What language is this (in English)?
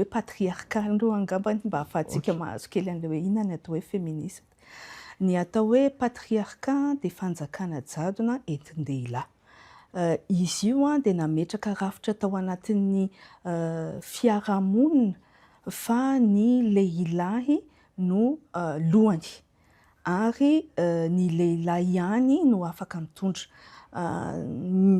Malagasy